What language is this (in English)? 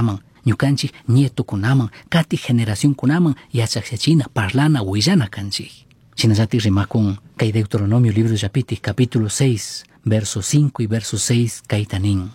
Chimborazo Highland Quichua